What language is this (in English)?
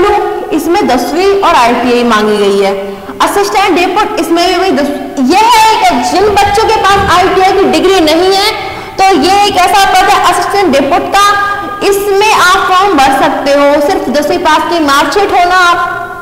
Hindi